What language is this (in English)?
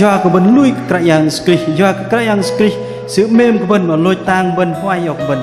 Bahnar